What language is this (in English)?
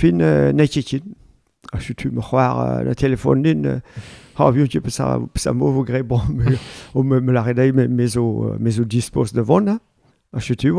Breton